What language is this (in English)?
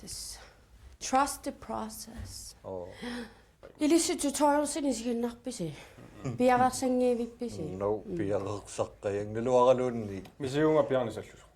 Kalaallisut